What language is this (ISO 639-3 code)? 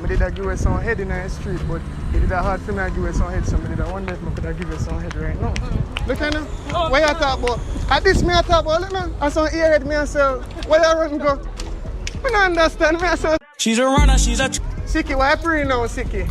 jam